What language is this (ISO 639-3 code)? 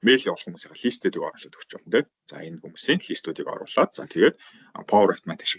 mon